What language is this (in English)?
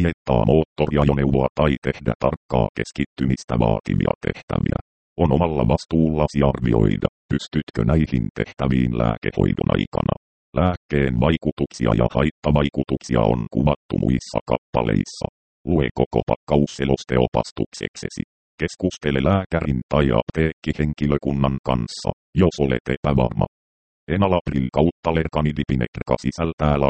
Finnish